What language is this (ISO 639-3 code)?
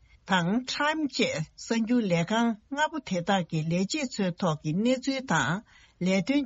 bod